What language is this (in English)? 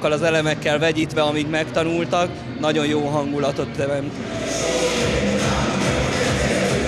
Hungarian